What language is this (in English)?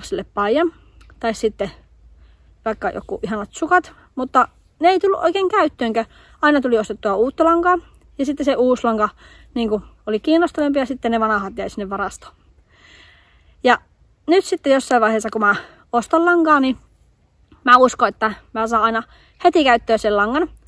Finnish